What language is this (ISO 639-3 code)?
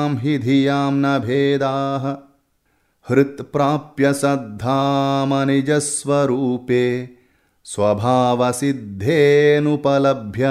san